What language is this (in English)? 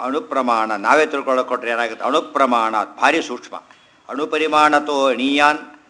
Kannada